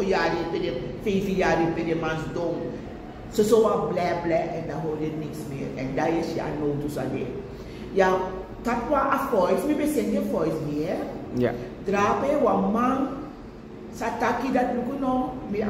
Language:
Sranan Tongo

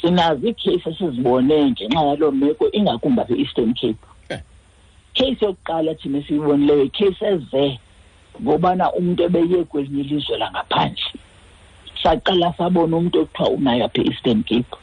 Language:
Xhosa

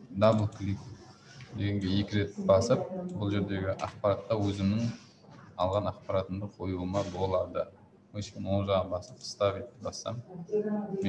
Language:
Kazakh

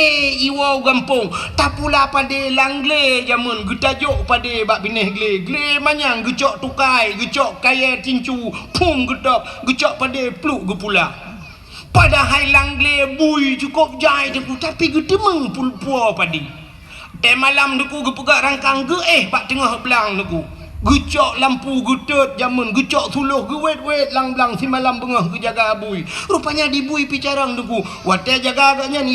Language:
Achinese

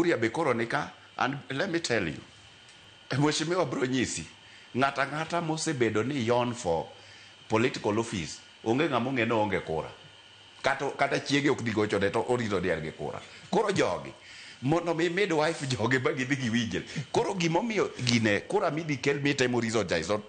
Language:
Luo (Kenya and Tanzania)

